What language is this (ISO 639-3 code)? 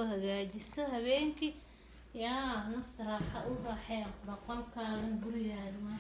som